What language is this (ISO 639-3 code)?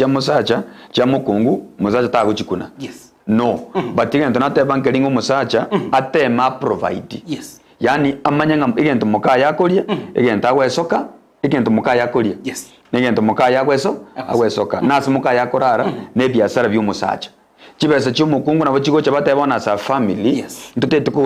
guz